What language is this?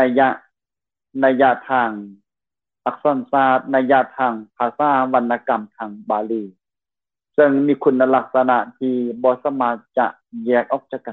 Lao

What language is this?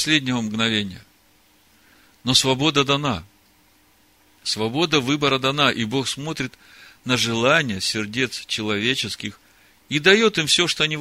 Russian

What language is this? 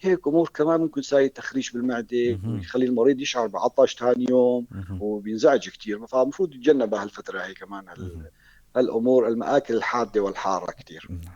North Levantine Arabic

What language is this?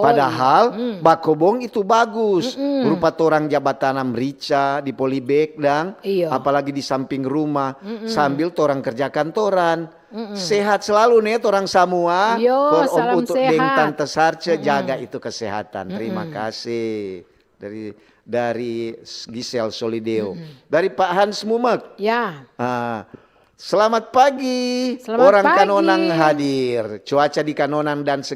Manado Malay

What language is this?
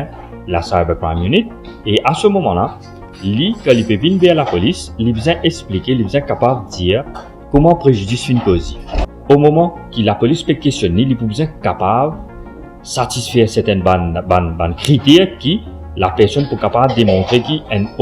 Morisyen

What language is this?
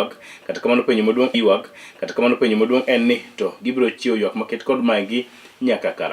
Luo (Kenya and Tanzania)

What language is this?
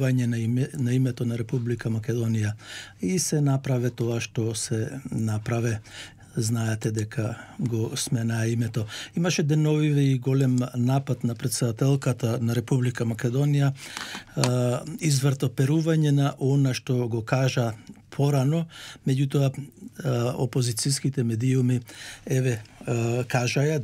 Macedonian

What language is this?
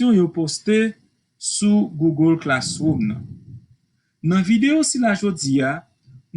Haitian Creole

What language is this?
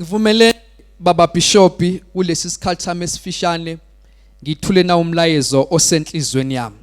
Zulu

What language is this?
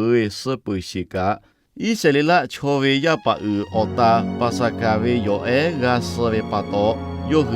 Lahu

